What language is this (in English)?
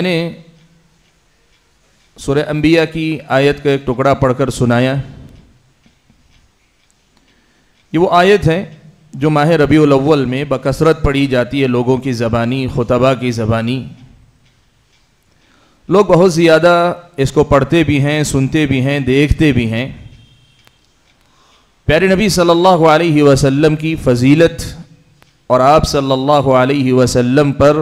Urdu